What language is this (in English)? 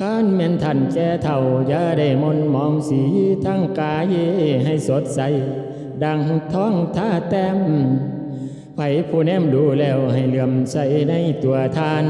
Lao